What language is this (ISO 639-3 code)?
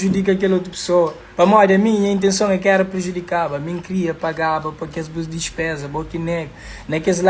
kea